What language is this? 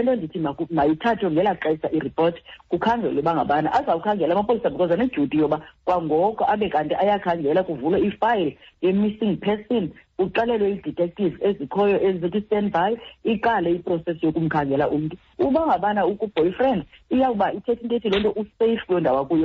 Xhosa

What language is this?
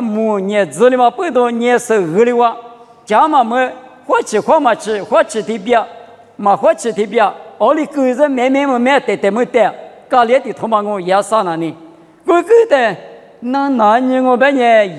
Lisu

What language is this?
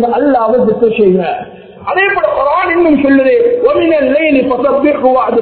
Tamil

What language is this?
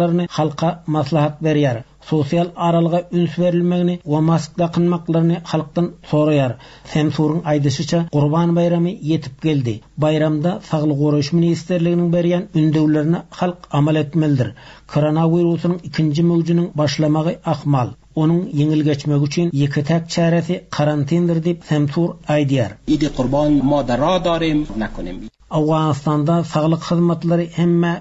Turkmen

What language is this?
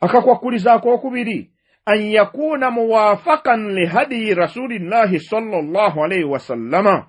Ganda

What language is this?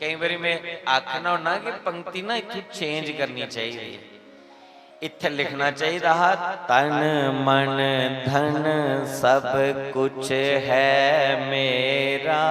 Dogri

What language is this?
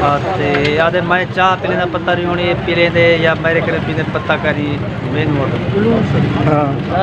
Saraiki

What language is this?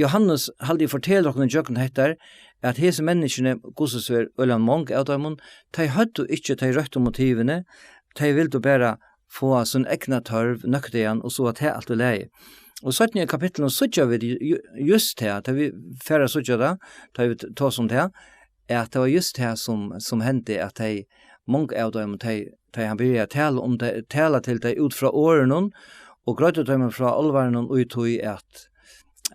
Faroese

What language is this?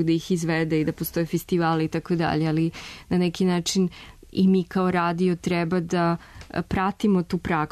Serbian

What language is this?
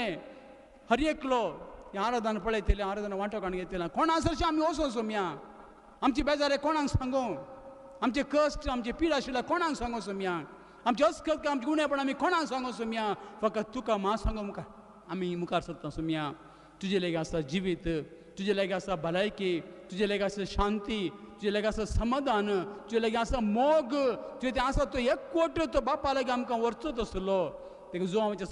Konkani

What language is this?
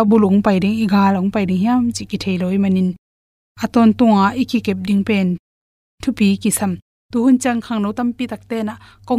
Tedim Chin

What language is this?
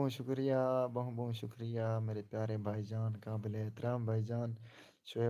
Saraiki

